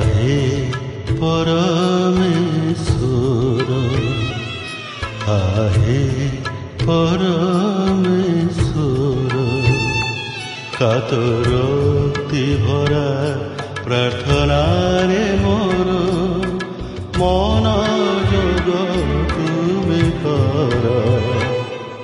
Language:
Odia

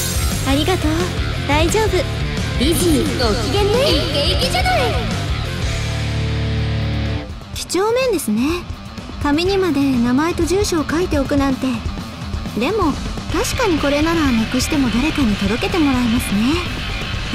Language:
Japanese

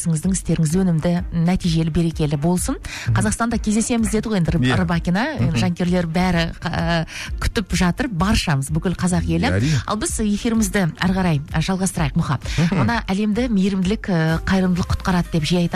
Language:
Kazakh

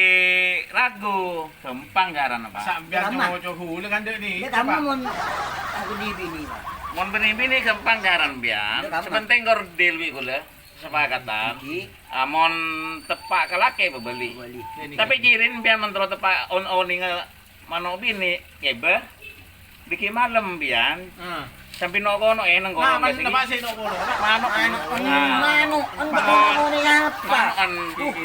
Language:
Madurese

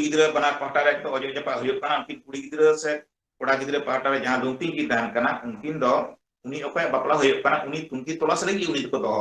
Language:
Santali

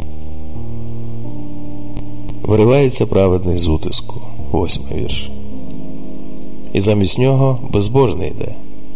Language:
Ukrainian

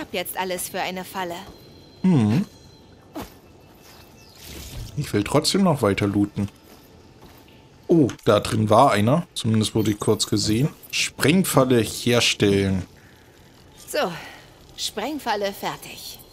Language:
German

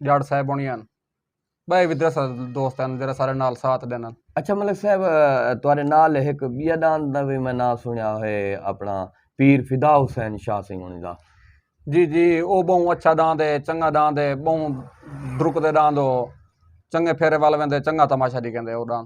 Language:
Saraiki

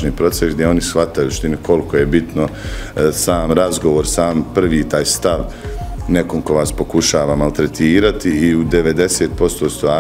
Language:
Bosnian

